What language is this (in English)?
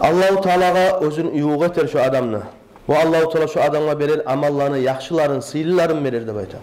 Kumyk